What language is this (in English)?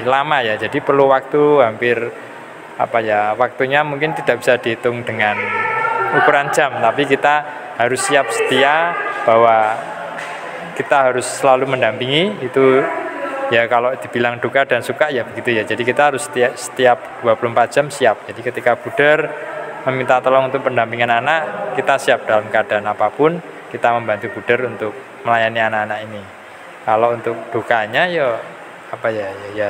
Indonesian